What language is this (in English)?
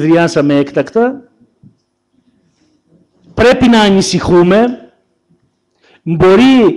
Greek